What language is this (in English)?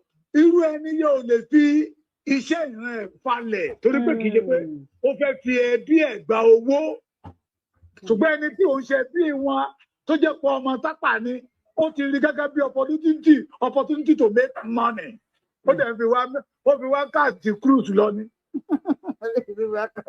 Yoruba